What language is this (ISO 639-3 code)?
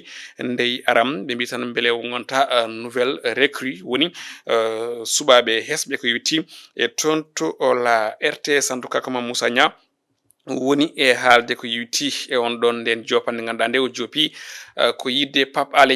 ful